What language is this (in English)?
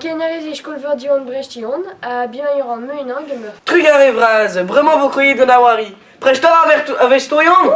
Breton